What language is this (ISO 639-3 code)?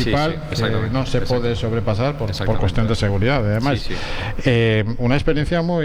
glg